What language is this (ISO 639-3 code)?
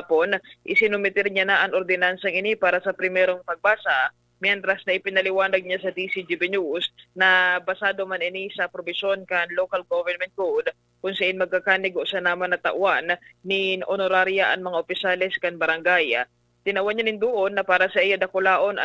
bik